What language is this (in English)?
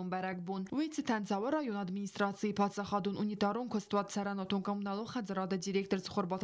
Ossetic